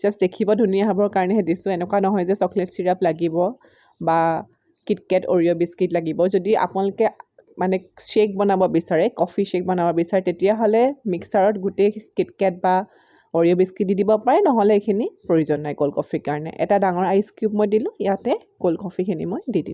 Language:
Assamese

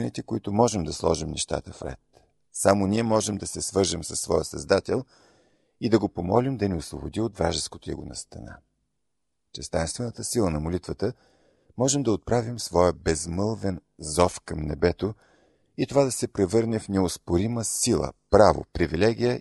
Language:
Bulgarian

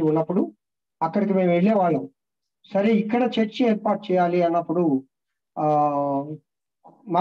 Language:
Telugu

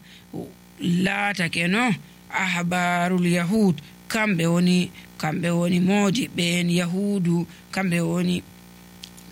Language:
Nigerian Fulfulde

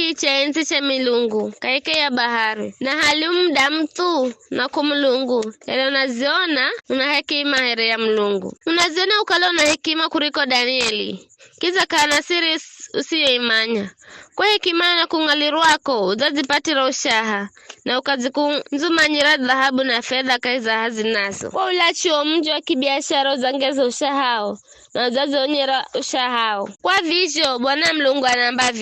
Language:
Giryama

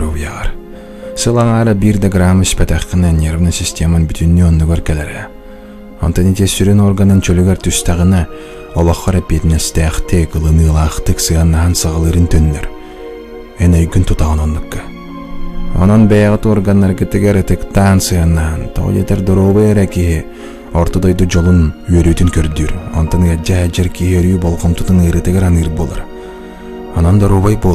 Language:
Yakut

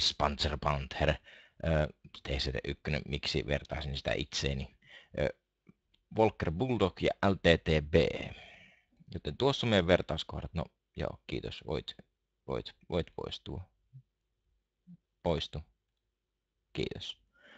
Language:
Finnish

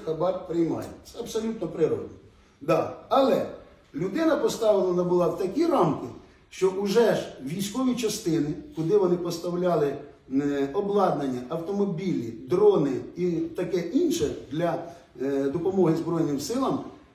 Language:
Ukrainian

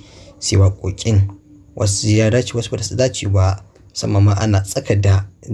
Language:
Hausa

